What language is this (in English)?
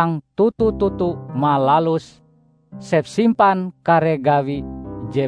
Ngaju